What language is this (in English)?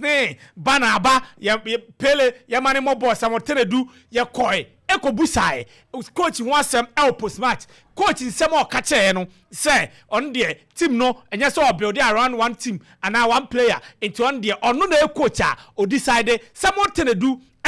Akan